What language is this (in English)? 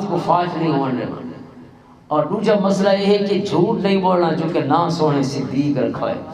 Western Panjabi